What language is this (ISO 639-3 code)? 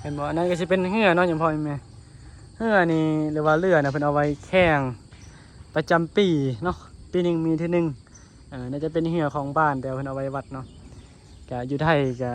lao